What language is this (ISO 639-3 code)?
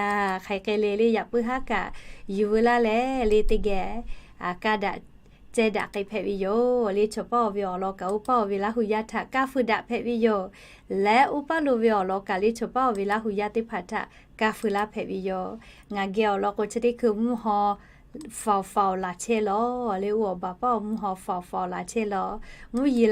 lhu